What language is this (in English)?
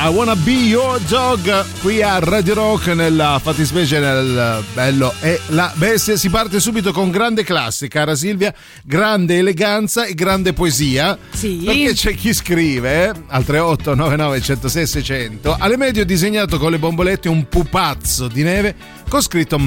Italian